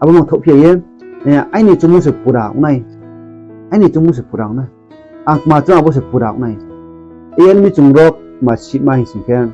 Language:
Riang (India)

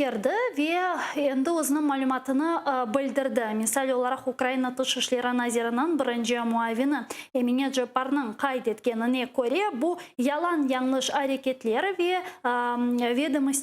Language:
Crimean Tatar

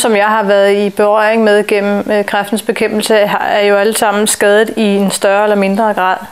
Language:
Danish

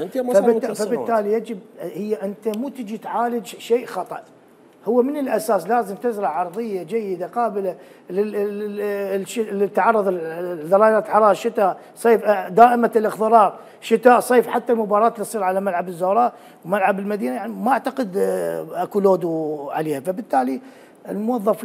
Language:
Mesopotamian Arabic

